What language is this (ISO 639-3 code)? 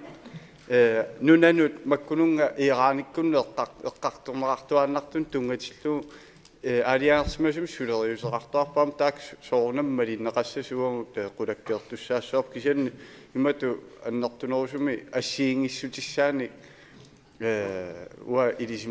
kal